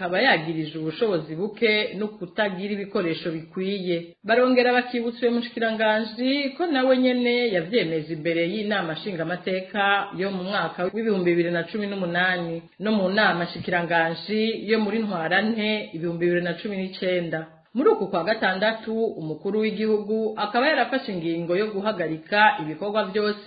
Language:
Rundi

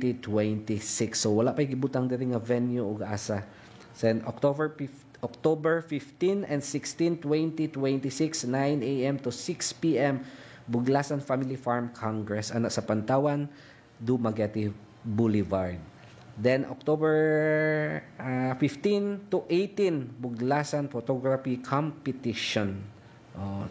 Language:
Cebuano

